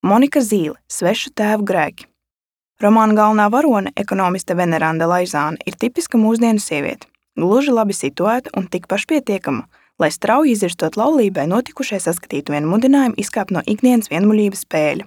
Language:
Latvian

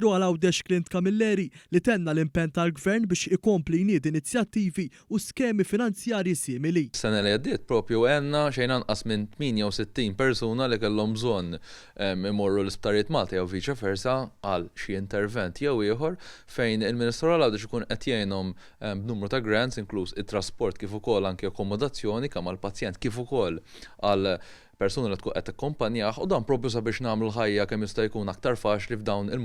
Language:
Maltese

